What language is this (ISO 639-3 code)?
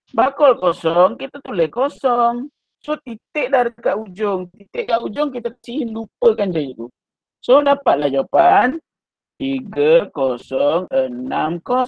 msa